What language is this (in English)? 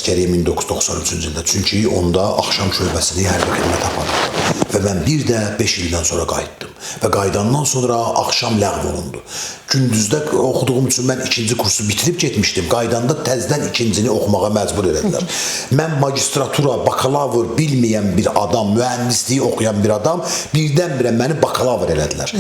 Azerbaijani